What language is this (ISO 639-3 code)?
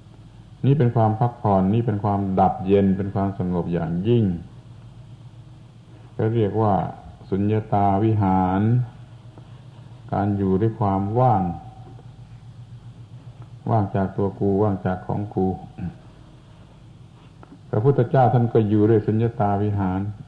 tha